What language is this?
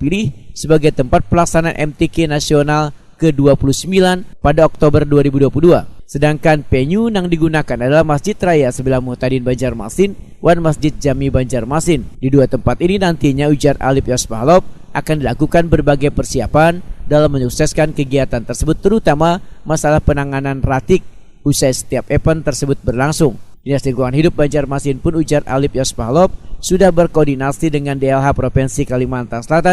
Banjar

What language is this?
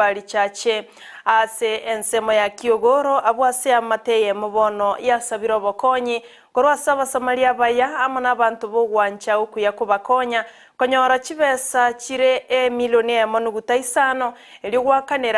Gusii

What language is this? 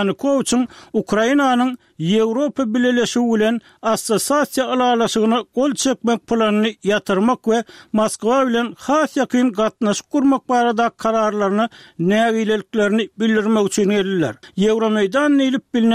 Turkmen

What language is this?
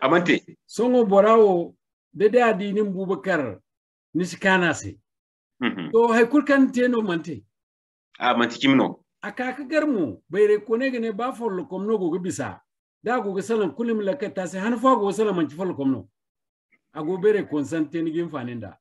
Zarma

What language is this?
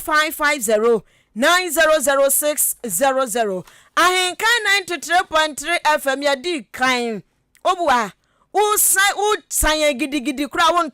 Akan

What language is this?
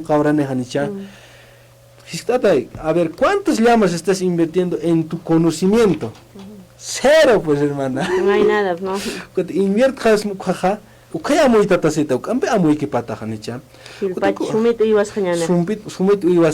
Aymara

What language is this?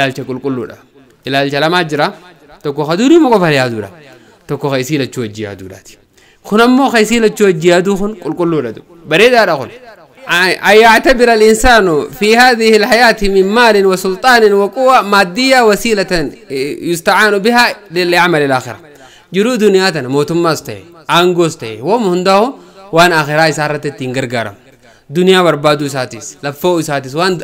Oromo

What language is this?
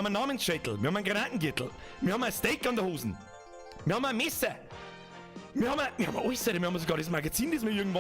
Bavarian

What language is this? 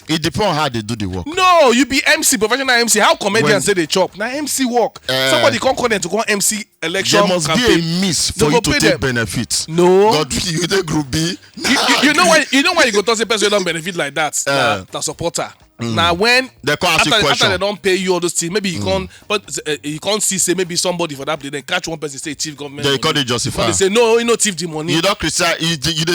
Nigerian Pidgin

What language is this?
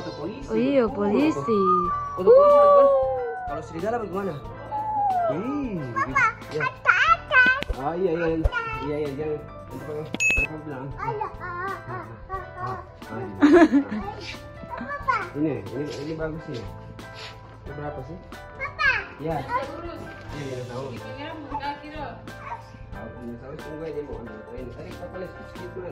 Ambonese Malay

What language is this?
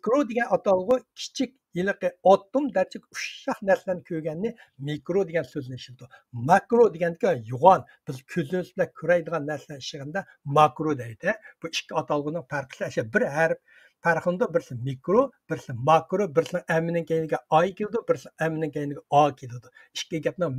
Uyghur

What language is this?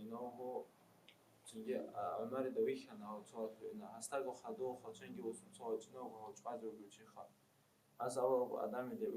Avaric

